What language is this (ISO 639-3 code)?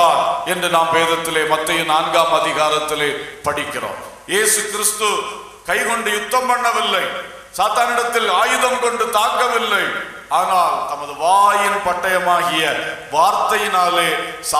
tam